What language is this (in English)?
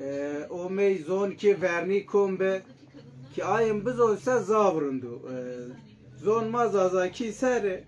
Zaza